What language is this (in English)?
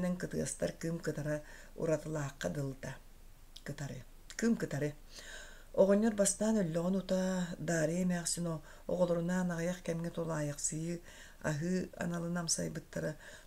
Yakut